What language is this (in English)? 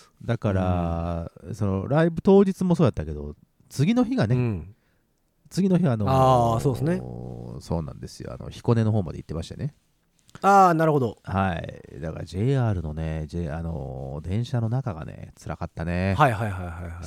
Japanese